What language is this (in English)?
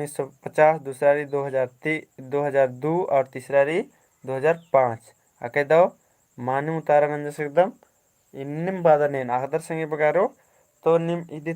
Kurukh